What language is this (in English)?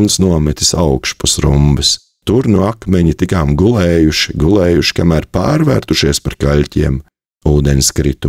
Latvian